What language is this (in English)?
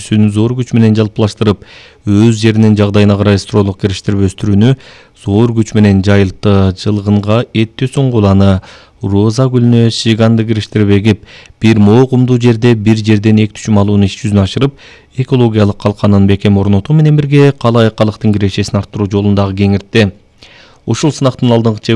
Kyrgyz